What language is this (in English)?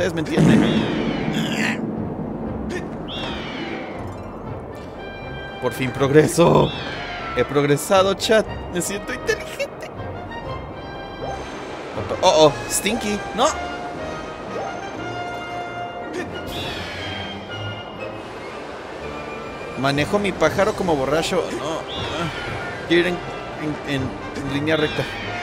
Spanish